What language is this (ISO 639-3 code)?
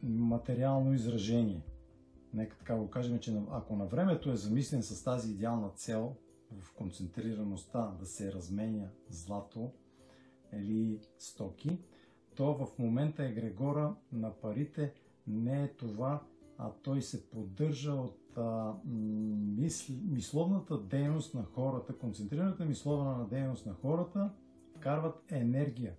bul